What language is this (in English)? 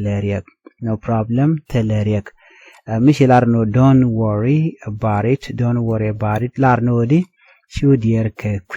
Nuer